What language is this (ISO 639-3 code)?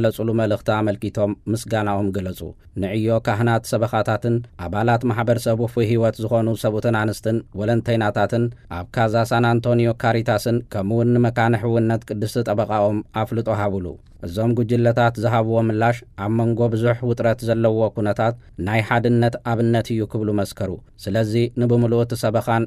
tir